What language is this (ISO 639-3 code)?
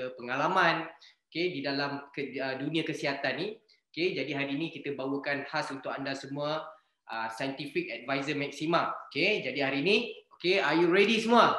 msa